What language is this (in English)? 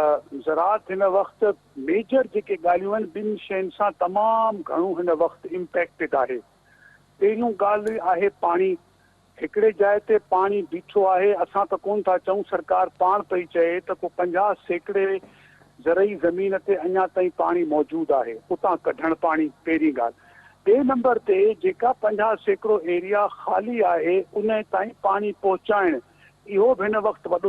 Sindhi